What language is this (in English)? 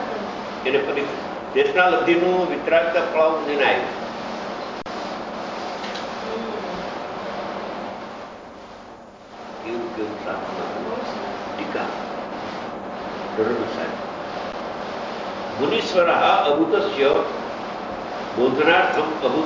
Gujarati